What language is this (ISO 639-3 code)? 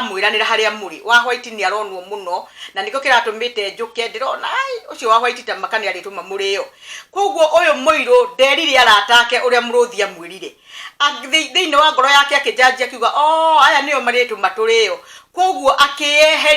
kik